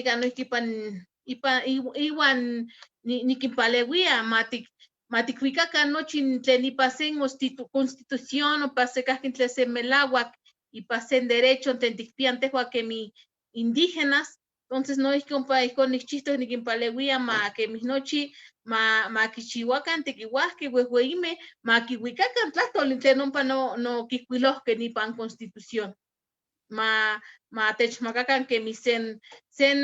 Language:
Eastern Huasteca Nahuatl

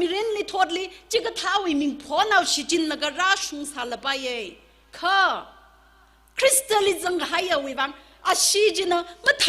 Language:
Tangkhul Naga (India)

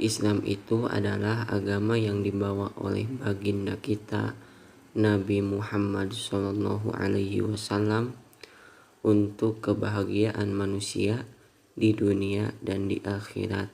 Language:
Sundanese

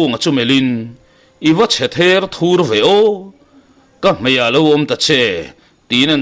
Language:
Mizo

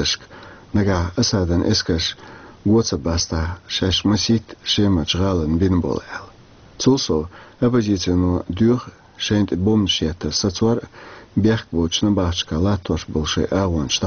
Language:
Chechen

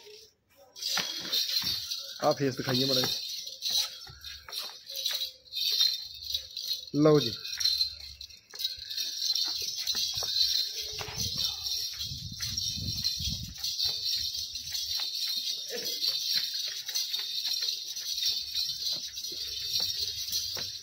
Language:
Punjabi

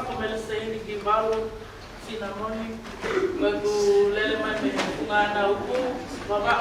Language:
Tongan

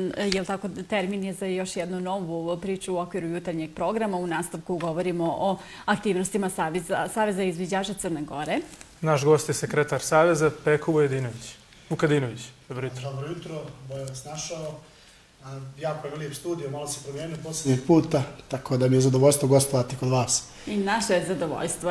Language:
Bosnian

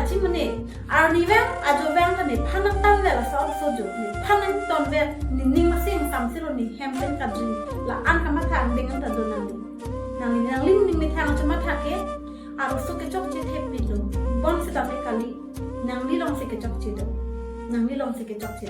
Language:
Karbi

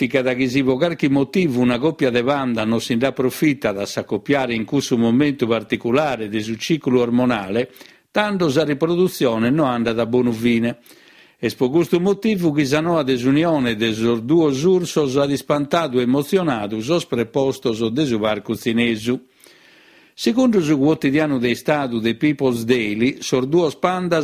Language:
Sardinian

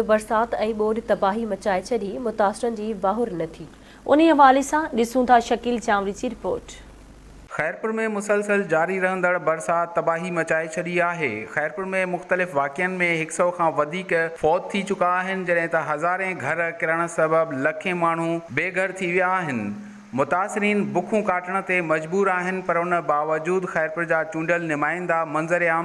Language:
Sindhi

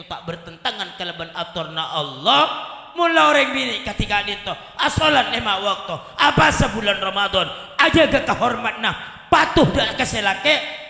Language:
Madurese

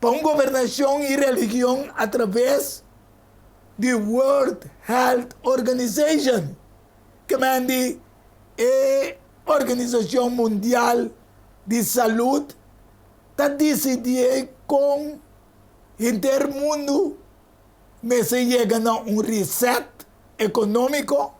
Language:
Papiamento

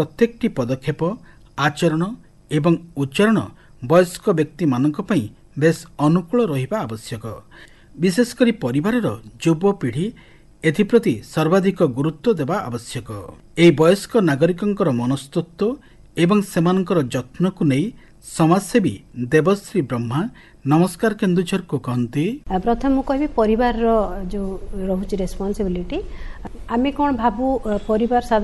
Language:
Odia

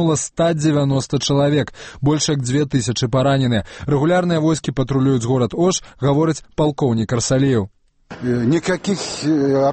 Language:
Belarusian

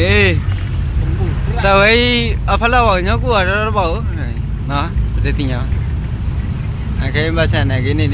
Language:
S'gaw Karen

